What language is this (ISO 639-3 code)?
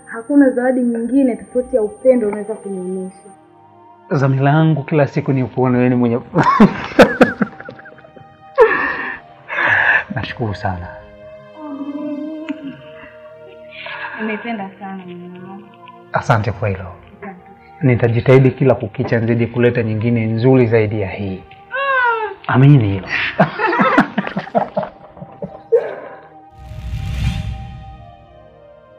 swa